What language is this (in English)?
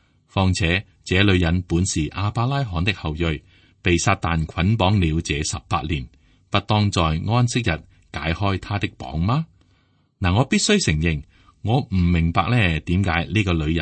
Cantonese